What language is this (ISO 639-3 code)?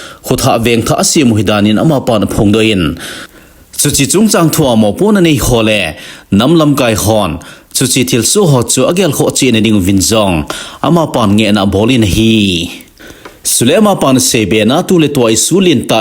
tcz